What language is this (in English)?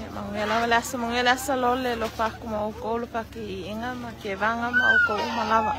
Samoan